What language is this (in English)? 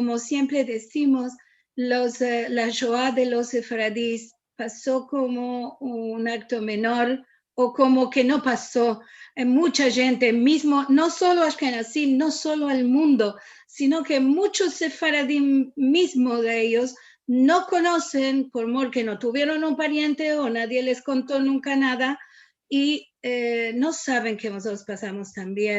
Ladino